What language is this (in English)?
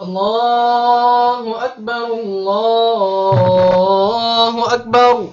Tausug